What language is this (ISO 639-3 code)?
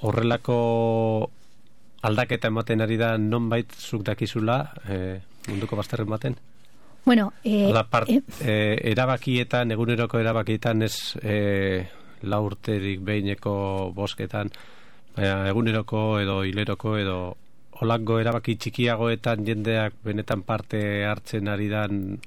eus